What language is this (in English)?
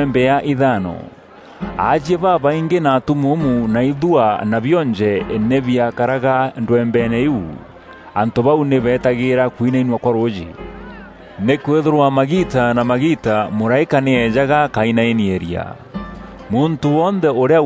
Meru